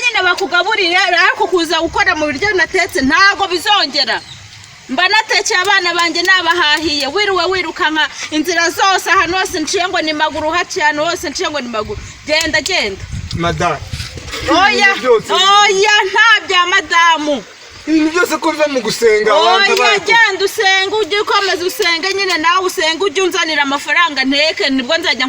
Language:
Kinyarwanda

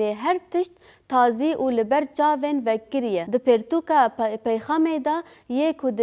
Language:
Kurdish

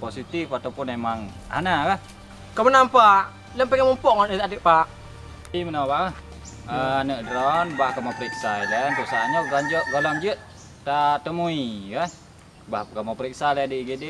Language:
Achinese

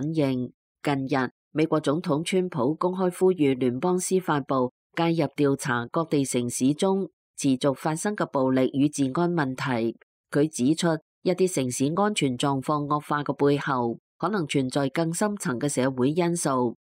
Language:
Cantonese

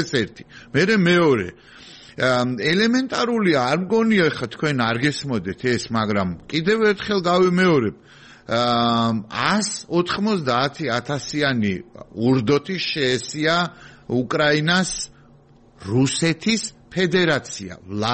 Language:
Georgian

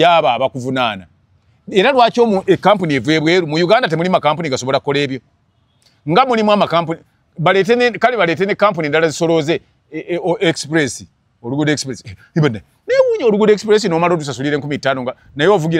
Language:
Ganda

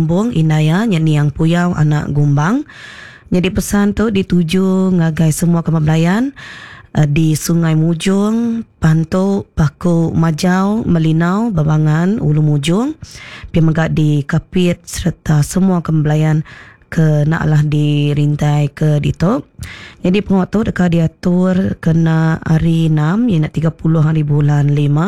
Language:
Iban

